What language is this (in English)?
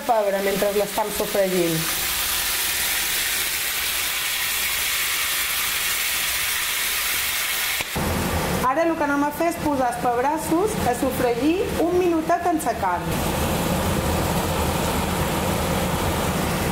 Catalan